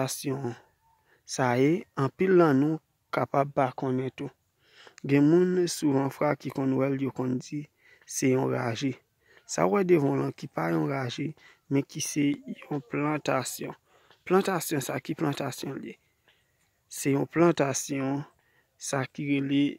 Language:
Haitian Creole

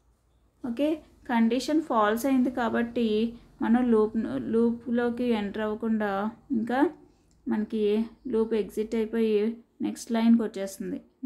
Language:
Telugu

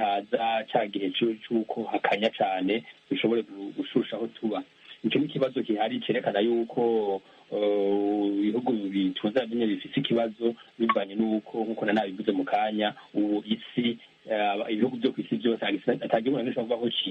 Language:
Rundi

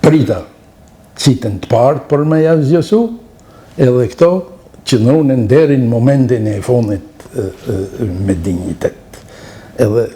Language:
Albanian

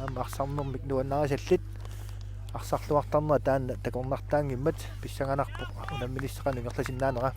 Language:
Kalaallisut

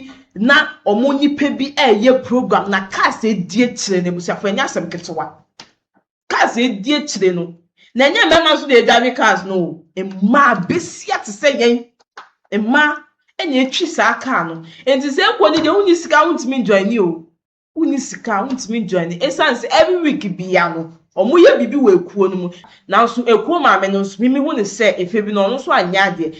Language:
Akan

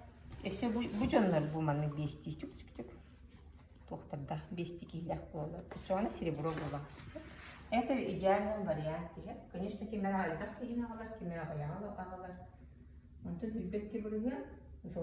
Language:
Yakut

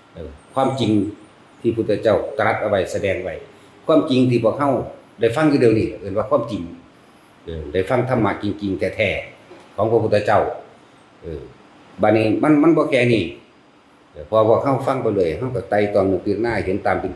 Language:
Northeastern Thai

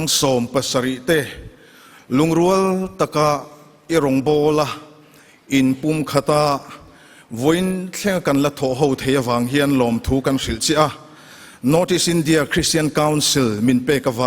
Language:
Mizo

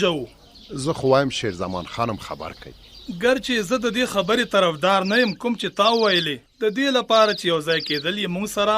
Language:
Pashto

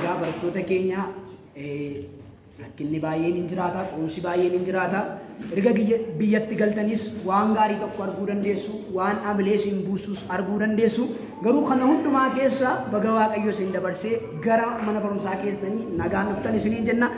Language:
Oromo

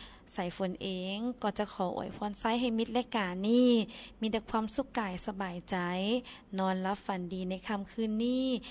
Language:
Lao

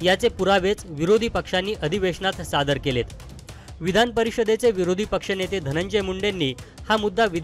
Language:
Marathi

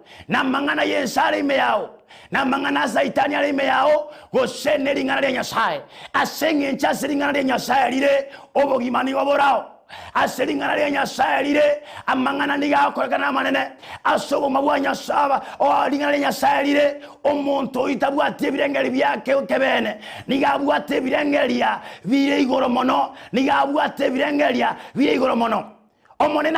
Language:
Gusii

